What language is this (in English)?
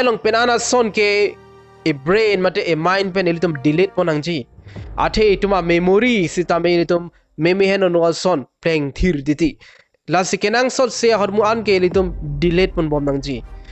Karbi